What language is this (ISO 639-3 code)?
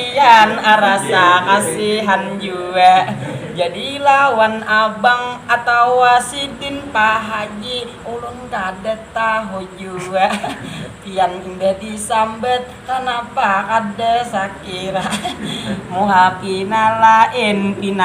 bjn